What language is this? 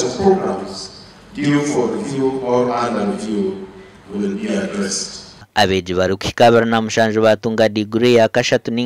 Nyankole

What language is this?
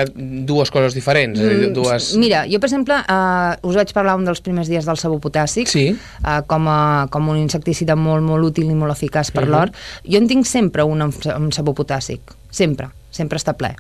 Catalan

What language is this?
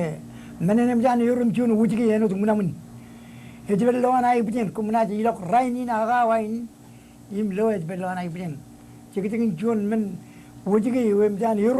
Marshallese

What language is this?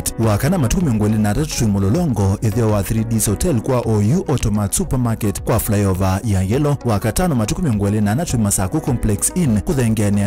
Kamba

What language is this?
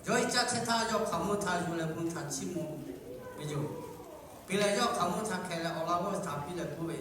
Lahu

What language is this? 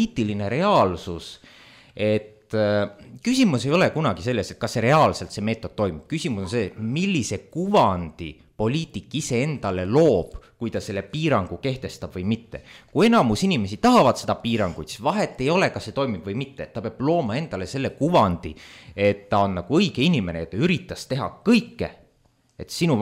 Estonian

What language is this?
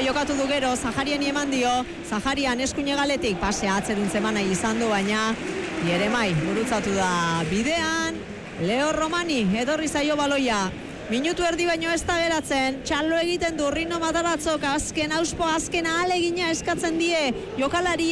Basque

